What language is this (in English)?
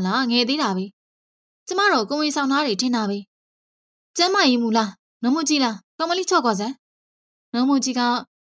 Burmese